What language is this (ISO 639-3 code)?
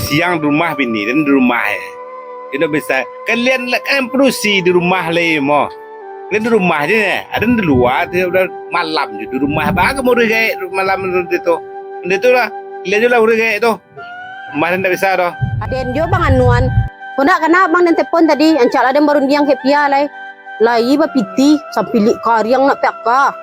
min